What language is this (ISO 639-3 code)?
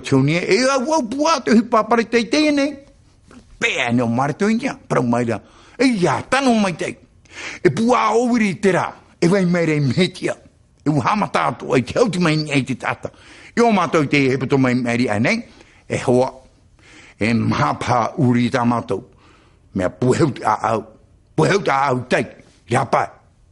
tah